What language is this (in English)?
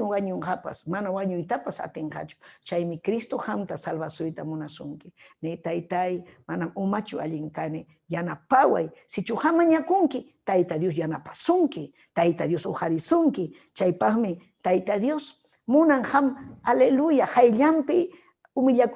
Ayacucho Quechua